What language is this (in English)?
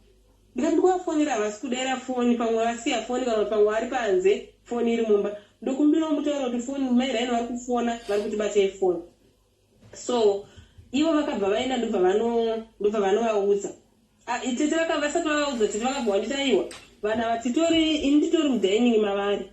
Shona